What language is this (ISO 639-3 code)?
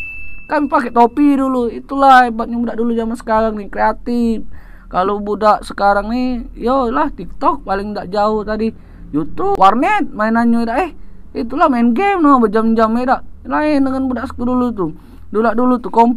mui